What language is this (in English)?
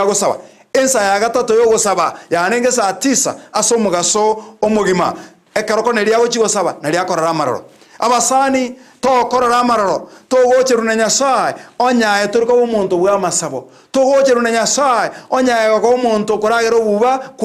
Gusii